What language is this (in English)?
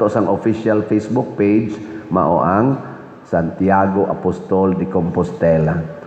Cebuano